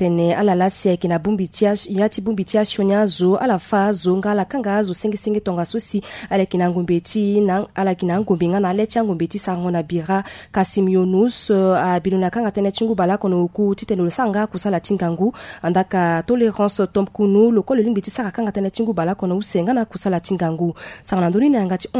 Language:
Sango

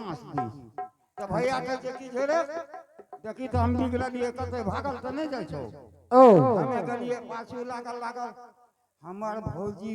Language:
Angika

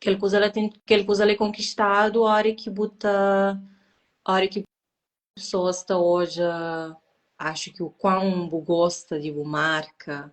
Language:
Kabuverdianu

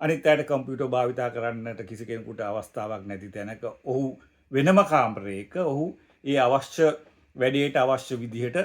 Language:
Sinhala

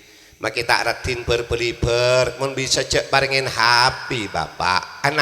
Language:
Madurese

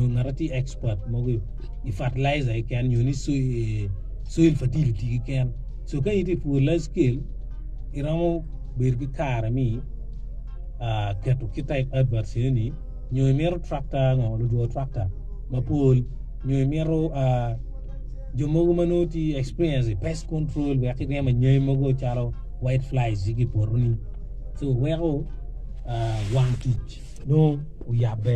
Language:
Acoli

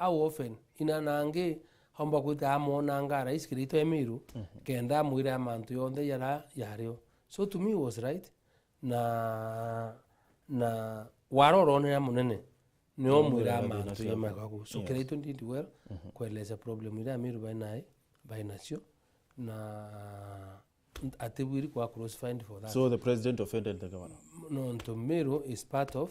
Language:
Meru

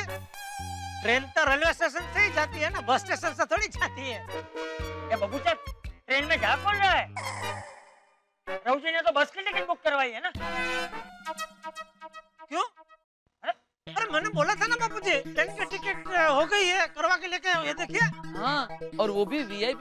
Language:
Hindi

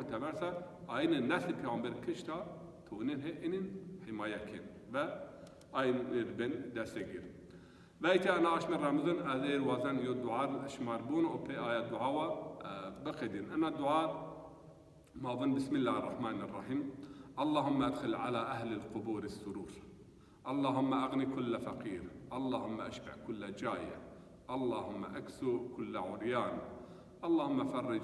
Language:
Zaza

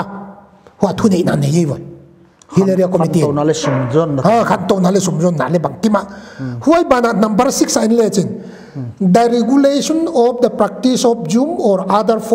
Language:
Paite Chin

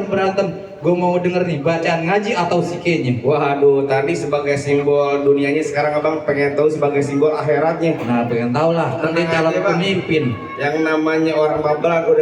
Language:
Betawi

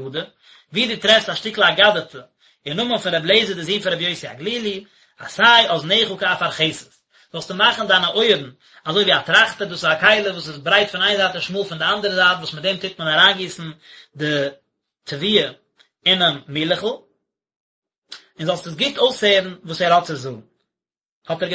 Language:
Yiddish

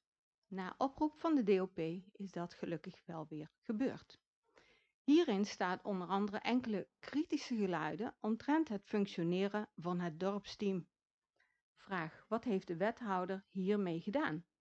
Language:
Dutch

